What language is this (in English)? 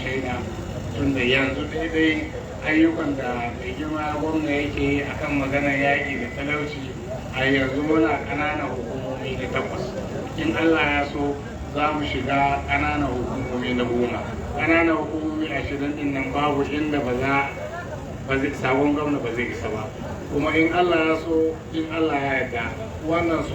Hausa